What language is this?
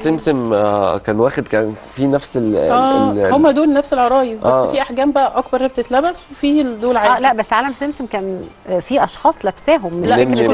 Egyptian Arabic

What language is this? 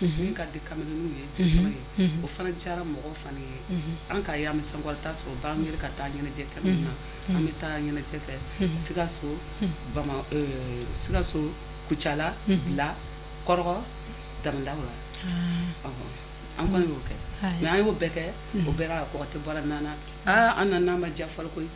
Bambara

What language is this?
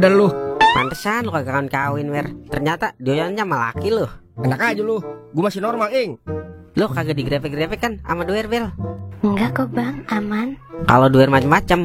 Betawi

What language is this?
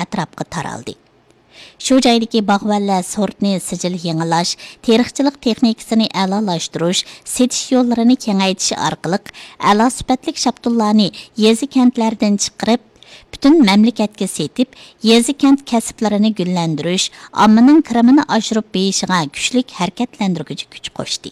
Uyghur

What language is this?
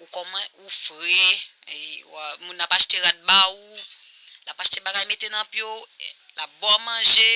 Haitian Creole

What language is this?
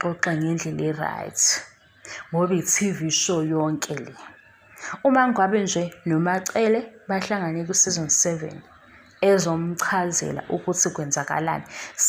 Zulu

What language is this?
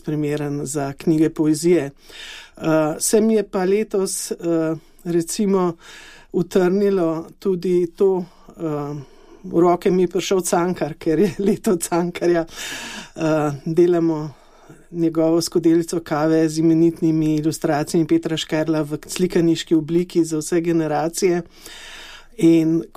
Slovenian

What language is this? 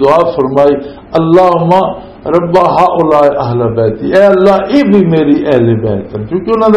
Western Panjabi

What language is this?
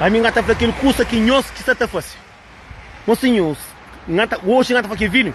Kabuverdianu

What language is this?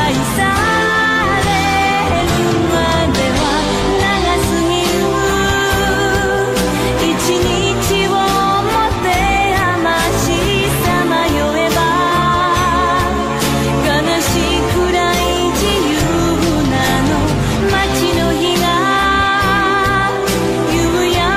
Japanese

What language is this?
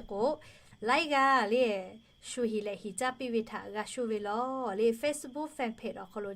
Lahu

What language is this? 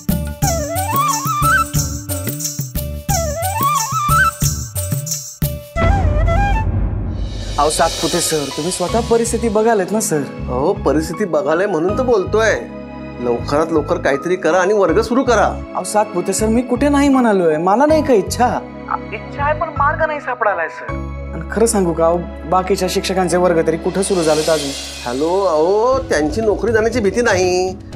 Marathi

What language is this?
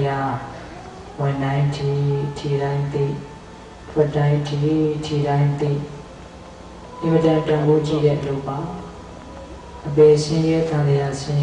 Burmese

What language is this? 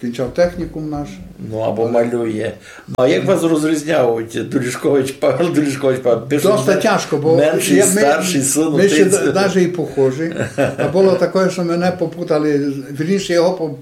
Rusyn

